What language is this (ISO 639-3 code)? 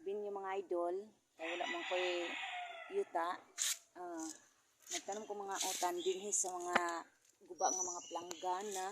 ceb